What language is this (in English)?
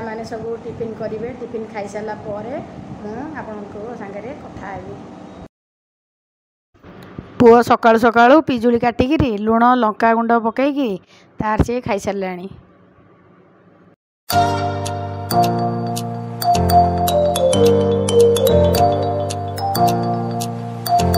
Odia